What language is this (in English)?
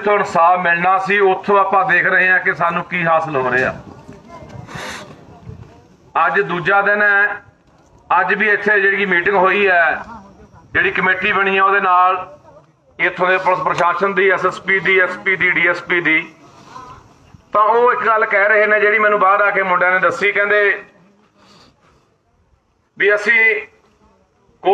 Punjabi